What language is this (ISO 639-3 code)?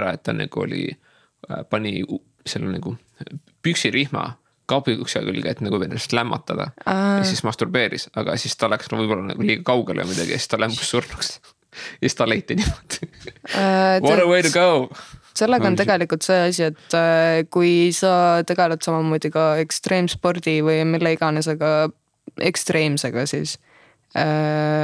est